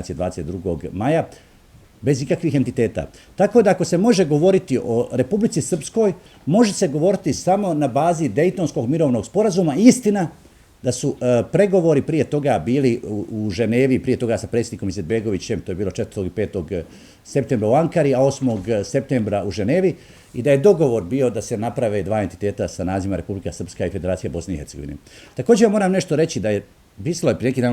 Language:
Bosnian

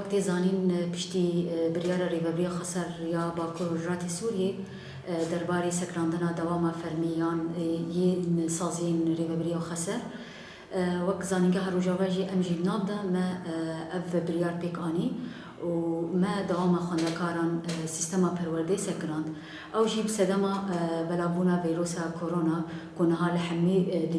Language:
Kurdish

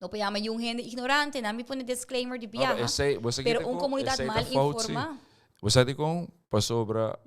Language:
Papiamento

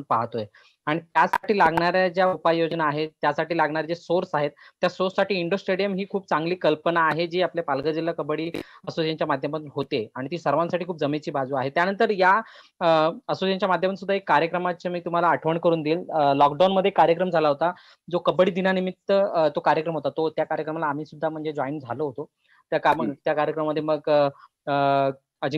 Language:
Marathi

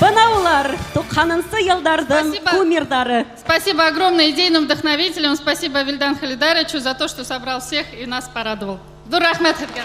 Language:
Bashkir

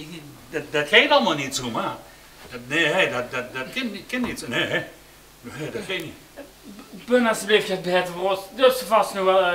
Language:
Limburgish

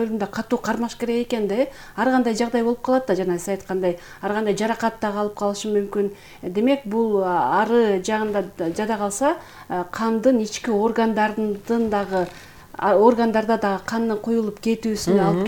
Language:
Kyrgyz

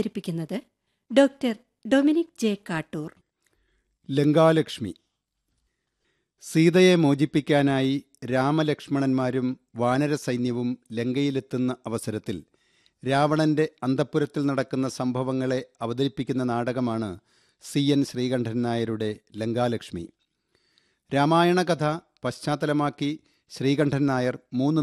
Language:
Malayalam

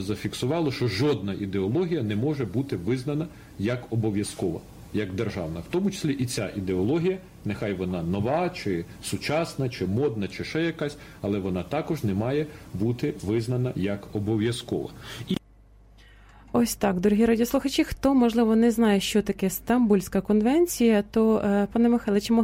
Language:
Ukrainian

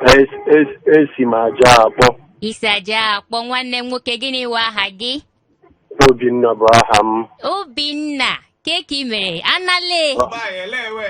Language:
Igbo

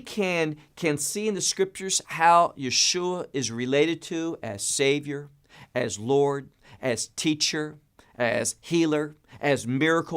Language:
English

